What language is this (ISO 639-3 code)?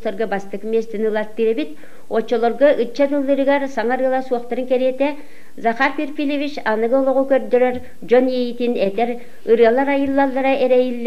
sah